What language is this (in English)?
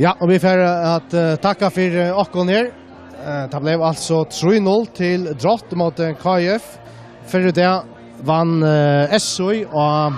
Faroese